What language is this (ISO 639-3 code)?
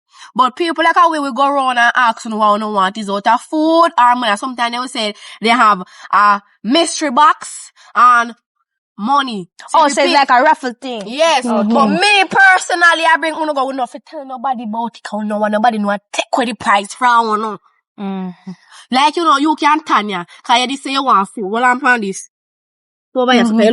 jam